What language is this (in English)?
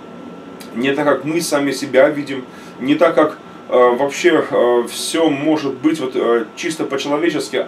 Russian